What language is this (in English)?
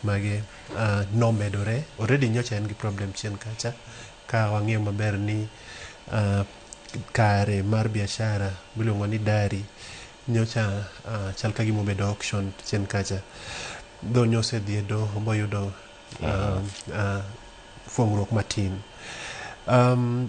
Luo (Kenya and Tanzania)